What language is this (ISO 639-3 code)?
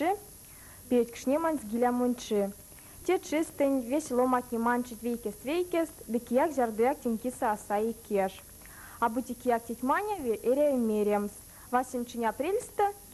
myv